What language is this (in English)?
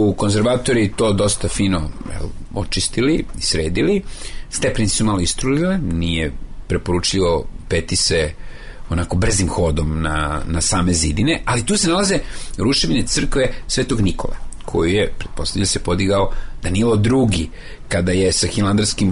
Serbian